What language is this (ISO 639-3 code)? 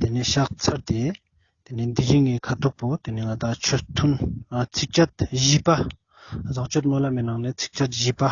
lbj